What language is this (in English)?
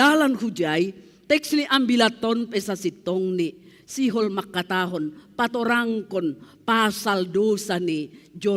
Batak Simalungun